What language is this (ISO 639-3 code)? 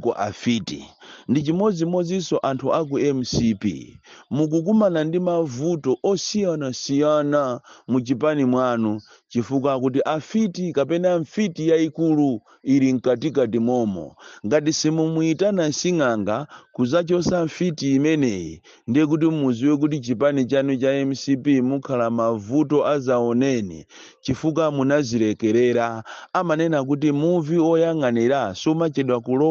nya